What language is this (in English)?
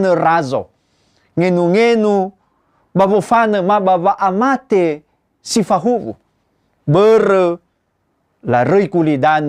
Nias